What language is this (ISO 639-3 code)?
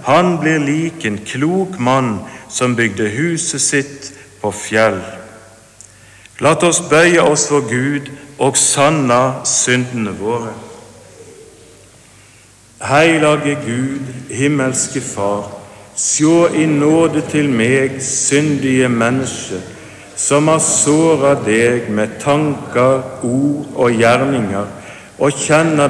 nor